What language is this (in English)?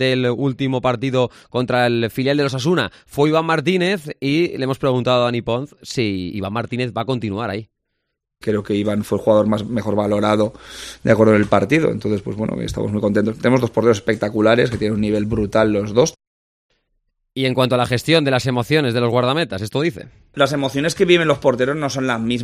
Spanish